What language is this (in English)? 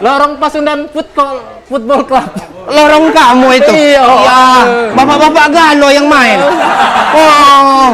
Musi